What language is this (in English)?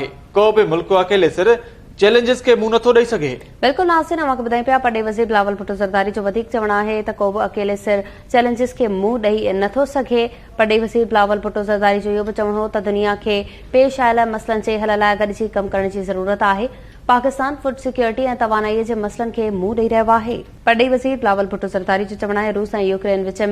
Sindhi